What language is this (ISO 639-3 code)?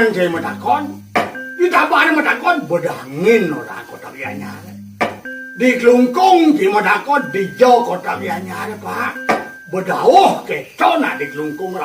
ban